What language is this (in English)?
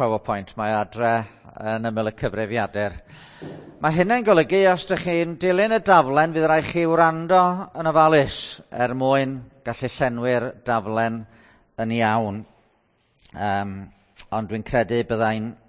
Welsh